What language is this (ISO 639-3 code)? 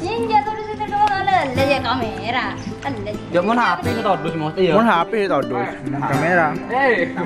mad